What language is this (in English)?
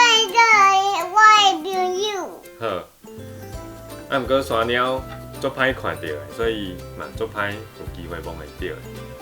Min Nan Chinese